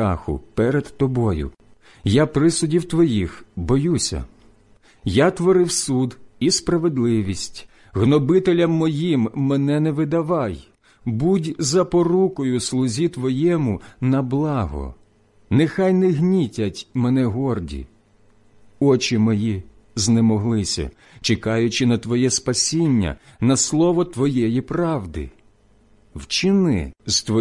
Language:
Ukrainian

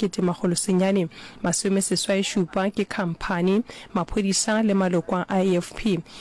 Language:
Northern Sotho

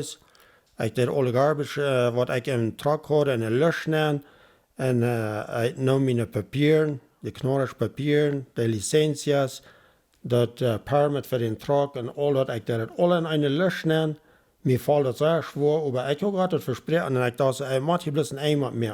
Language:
Plautdietsch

